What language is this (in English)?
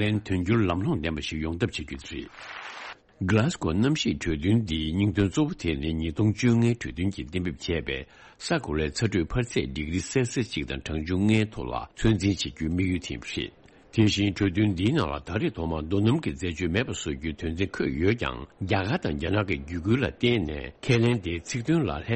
Tibetan